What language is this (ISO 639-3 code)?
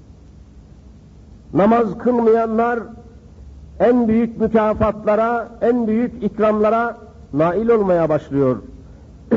tur